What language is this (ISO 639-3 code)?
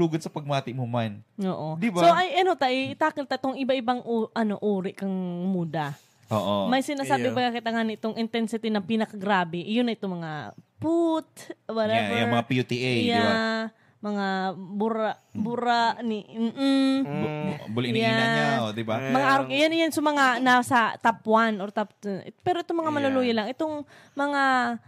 bik